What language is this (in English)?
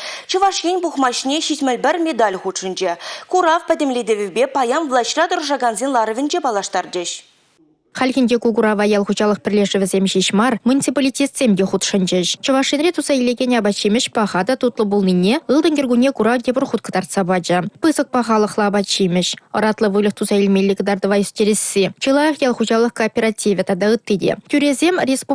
Chuvash